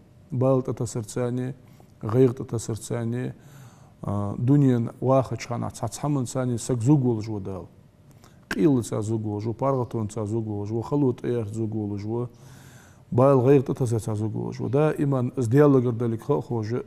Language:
Ingush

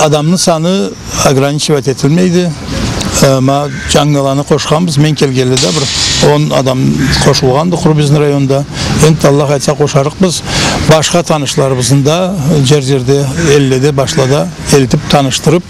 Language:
Karachay-Balkar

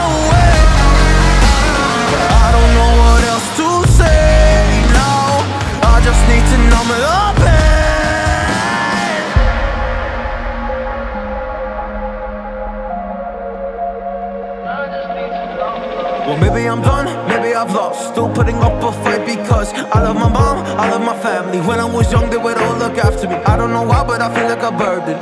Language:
English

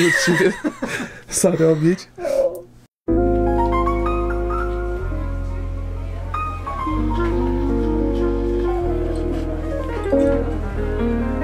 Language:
Polish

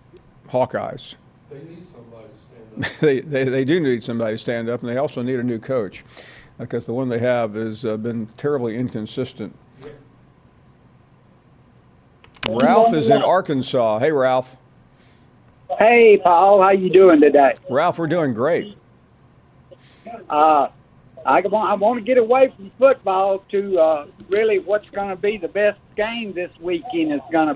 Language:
English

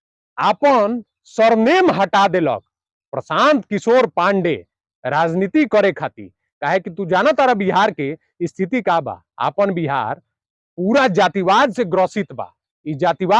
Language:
Bhojpuri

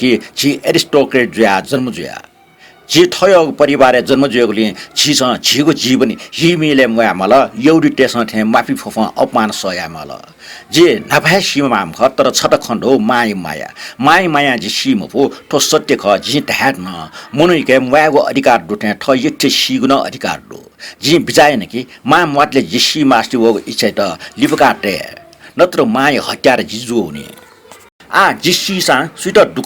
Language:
Newari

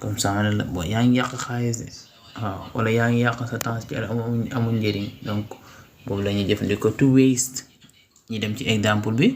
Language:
Wolof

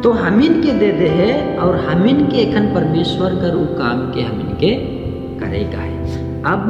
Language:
Sadri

